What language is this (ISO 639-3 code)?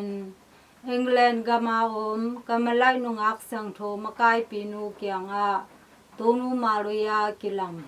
ctd